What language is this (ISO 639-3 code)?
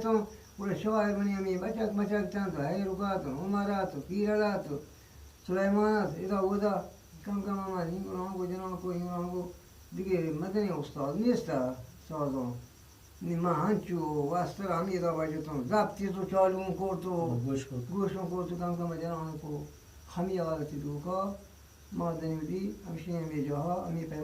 bgp